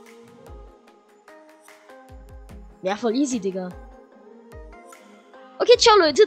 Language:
German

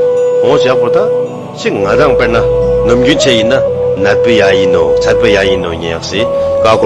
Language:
Tibetan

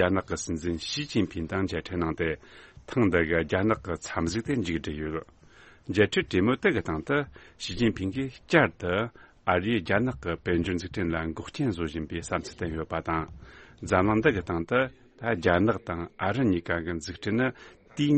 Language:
Tibetan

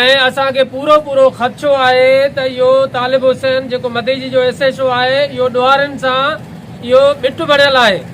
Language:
Sindhi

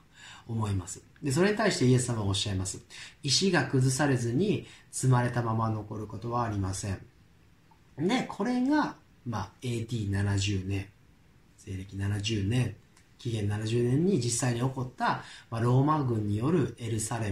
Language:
Japanese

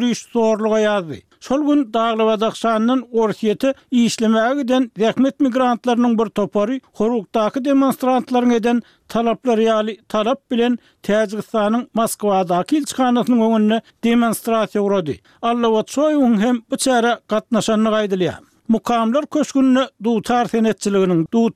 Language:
Turkmen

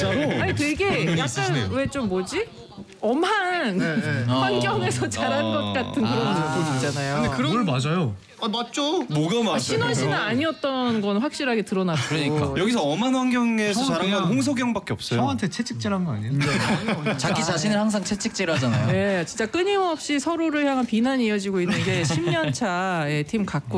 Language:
Korean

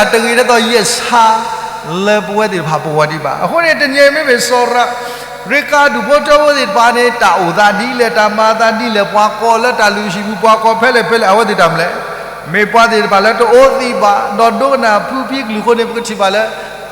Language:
S'gaw Karen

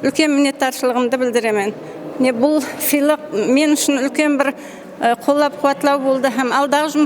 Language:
Kara-Kalpak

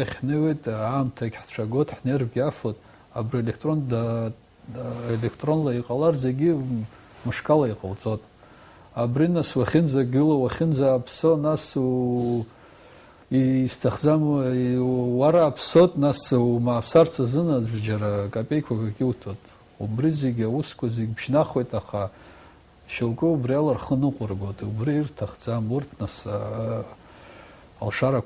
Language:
Abkhazian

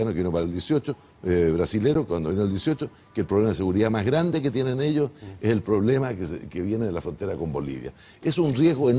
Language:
Spanish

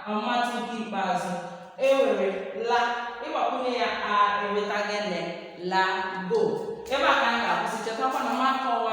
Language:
Igbo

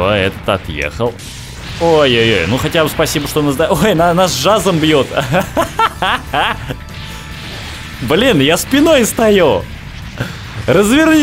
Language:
Russian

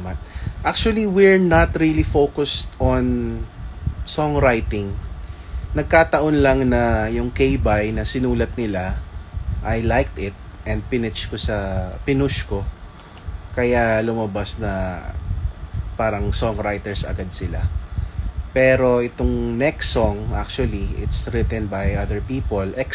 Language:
Filipino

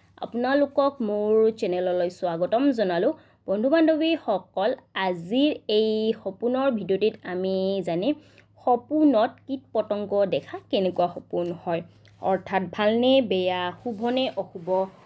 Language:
Assamese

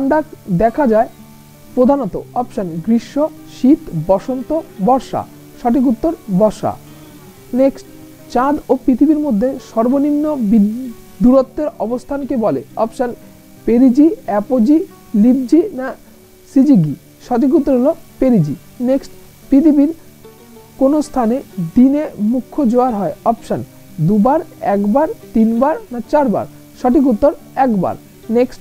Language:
Bangla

